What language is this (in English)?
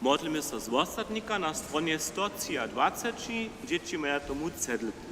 Upper Sorbian